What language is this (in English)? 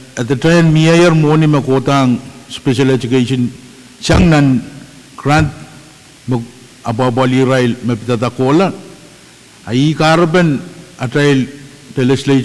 Pohnpeian